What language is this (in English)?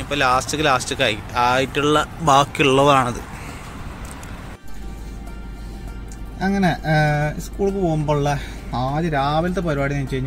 Malayalam